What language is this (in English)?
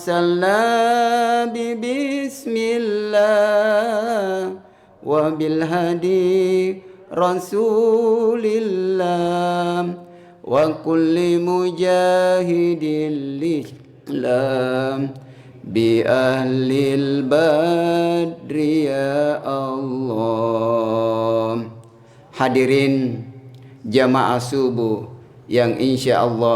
Buginese